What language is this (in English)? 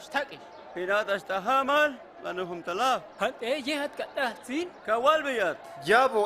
Huastec